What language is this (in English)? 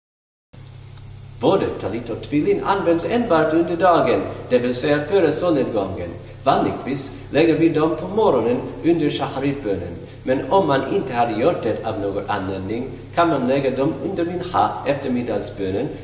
Swedish